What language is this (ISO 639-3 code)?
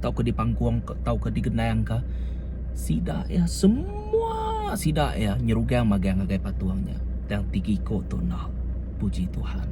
iba